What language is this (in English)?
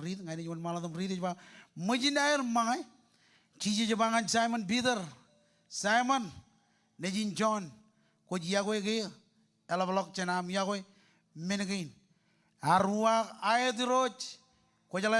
Marshallese